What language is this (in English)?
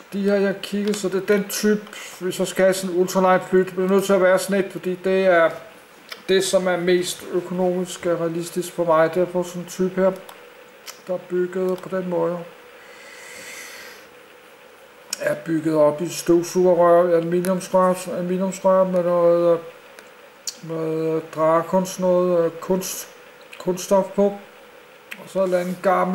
Danish